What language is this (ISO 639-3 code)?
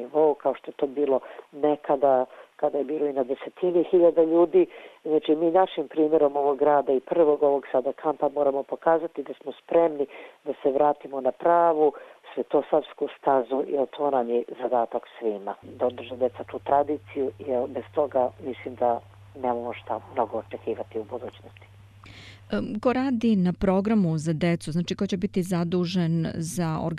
srp